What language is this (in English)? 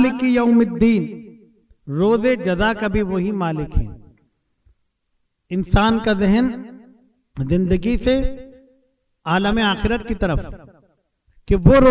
Urdu